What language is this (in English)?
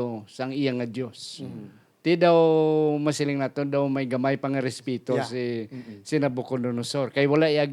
Hiligaynon